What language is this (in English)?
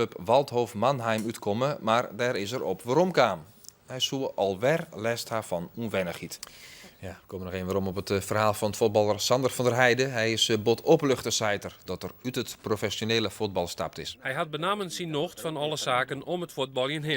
Western Frisian